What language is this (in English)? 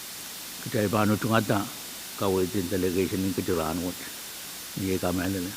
Pohnpeian